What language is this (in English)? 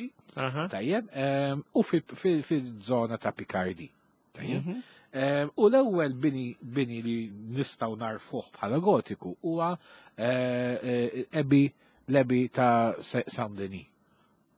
Maltese